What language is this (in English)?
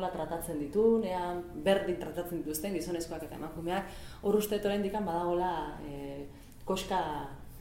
Basque